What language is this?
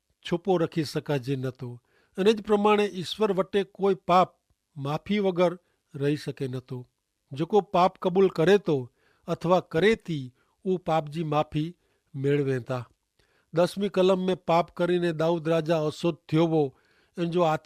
Kachhi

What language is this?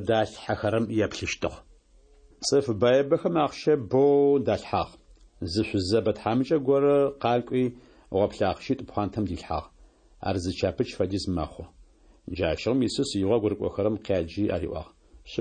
Adyghe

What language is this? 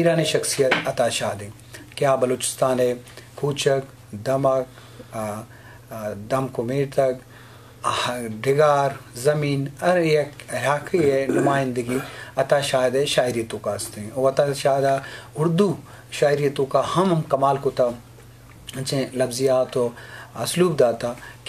Baluchi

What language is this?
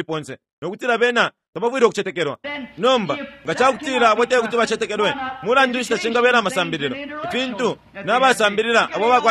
Bemba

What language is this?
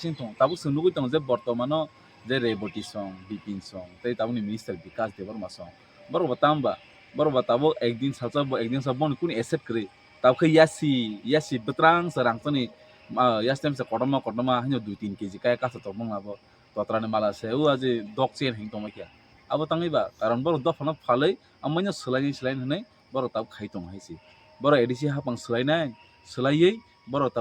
Kok Borok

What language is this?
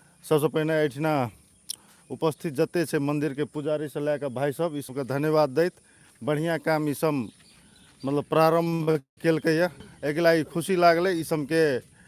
Maithili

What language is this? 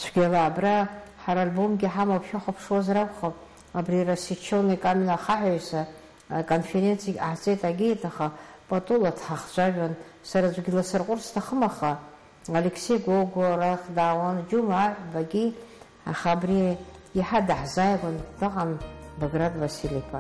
Abkhazian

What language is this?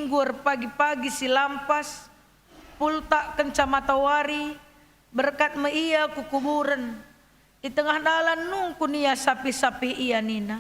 Batak Karo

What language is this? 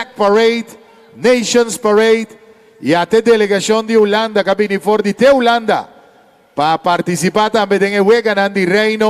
Papiamento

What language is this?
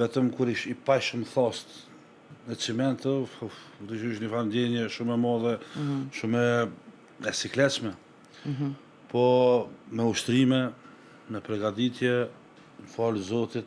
Albanian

